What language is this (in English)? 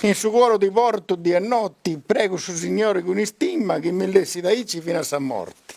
Sardinian